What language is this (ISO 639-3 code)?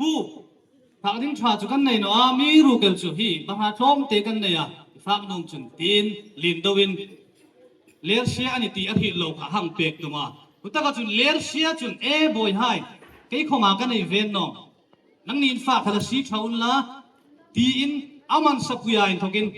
hmr